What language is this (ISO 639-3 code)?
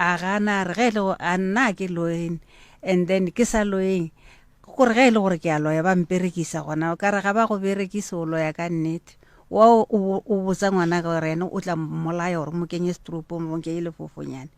nso